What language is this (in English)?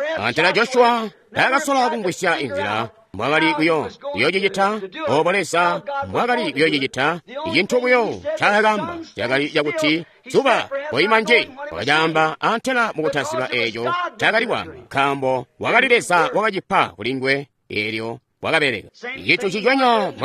Tonga (Zambia)